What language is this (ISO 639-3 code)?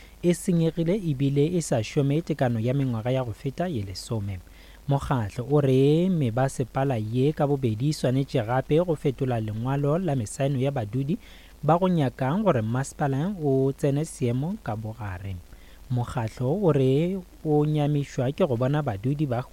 nso